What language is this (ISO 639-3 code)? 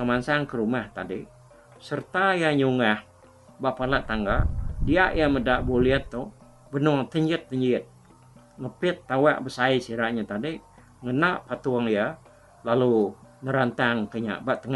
iba